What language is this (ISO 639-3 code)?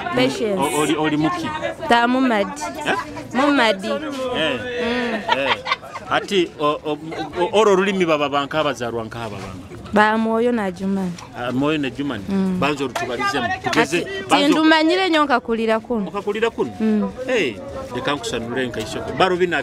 nyo